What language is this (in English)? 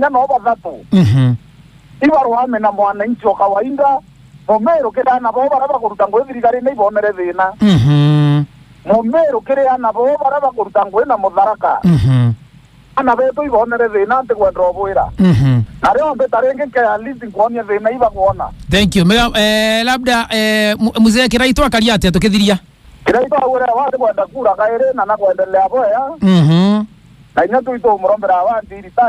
Meru